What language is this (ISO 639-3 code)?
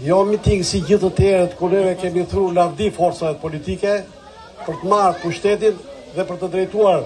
sqi